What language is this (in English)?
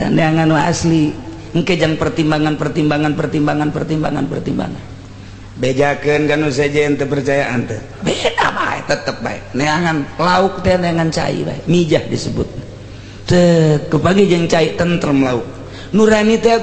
Sundanese